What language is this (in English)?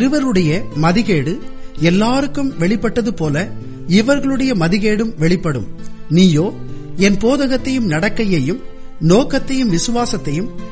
Tamil